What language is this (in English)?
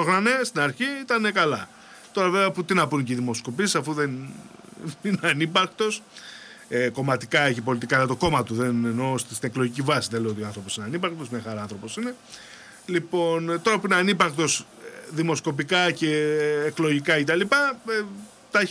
Greek